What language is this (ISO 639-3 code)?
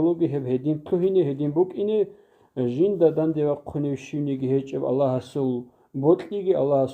ava